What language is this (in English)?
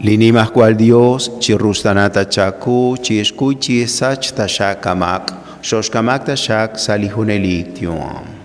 Kekchí